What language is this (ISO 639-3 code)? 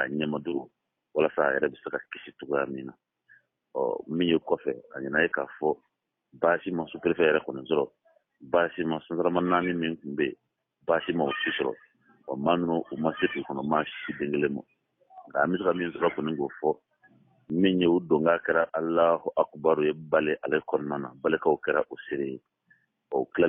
bam